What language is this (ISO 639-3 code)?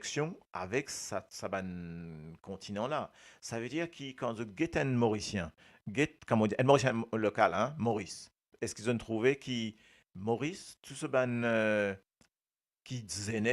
mfe